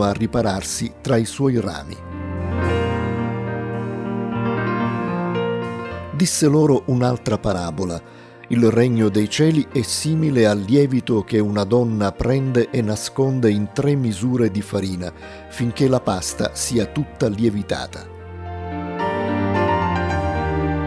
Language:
Italian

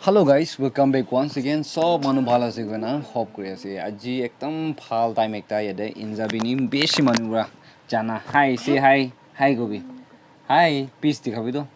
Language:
Naga Pidgin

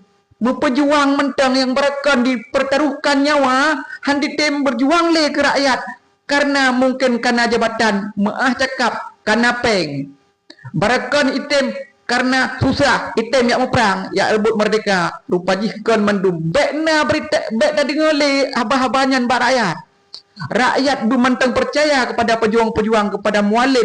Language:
Achinese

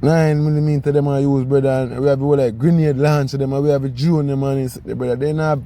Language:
Jamaican Creole English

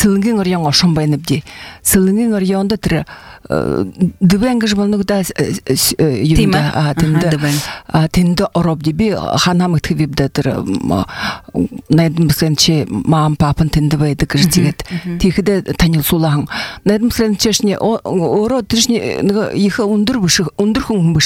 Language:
Buriat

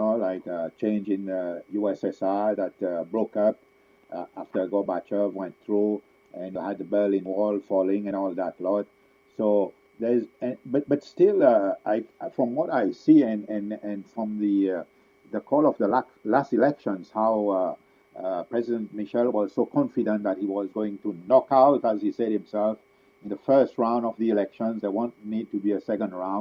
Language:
Seselwa Creole French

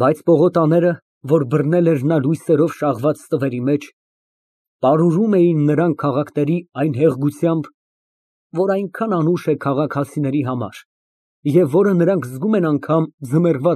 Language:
Armenian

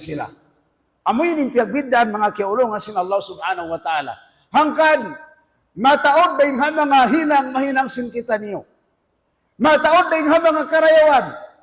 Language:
Tausug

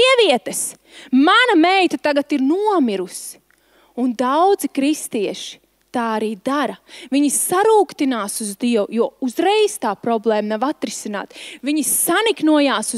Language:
Latvian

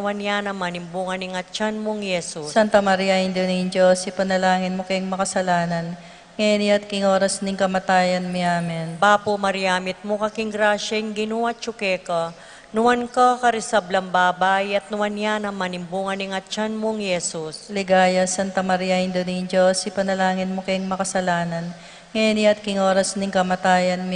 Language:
Pampanga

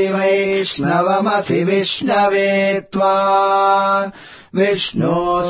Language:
Sanskrit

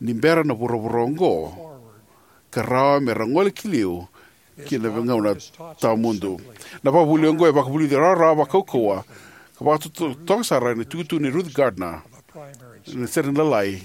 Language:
Fijian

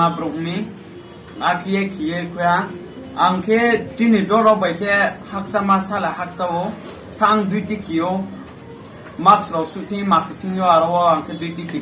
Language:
Riang (India)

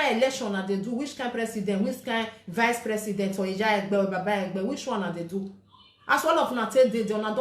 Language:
Nigerian Pidgin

